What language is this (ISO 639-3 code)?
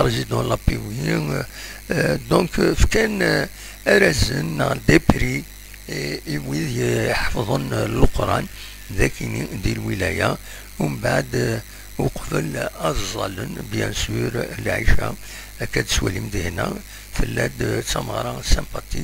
kab